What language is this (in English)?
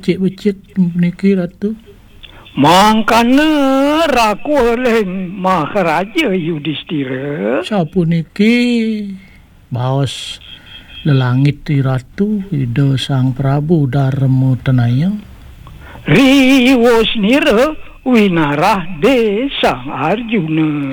Balinese